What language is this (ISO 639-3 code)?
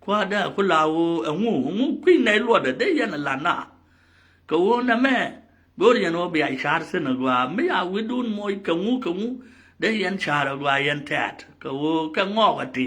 nus